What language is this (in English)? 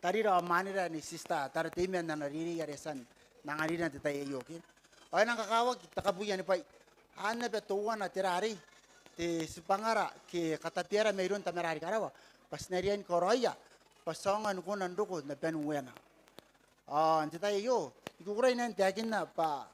Gilbertese